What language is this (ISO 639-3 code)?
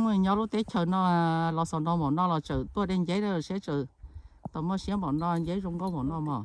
hmn